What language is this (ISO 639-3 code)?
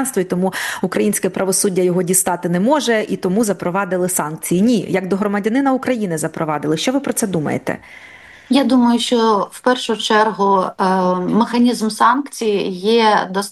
ukr